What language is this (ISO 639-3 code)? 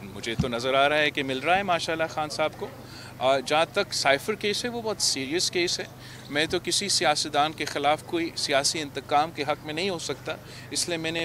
urd